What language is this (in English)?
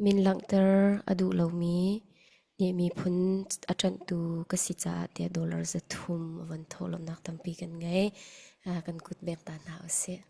Hakha Chin